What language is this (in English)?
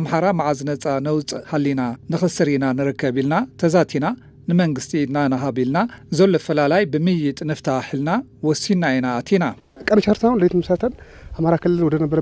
Tigrinya